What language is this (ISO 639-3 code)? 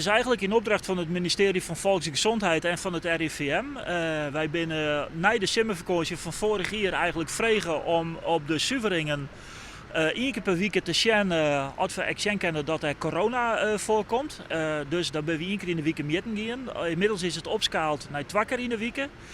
fry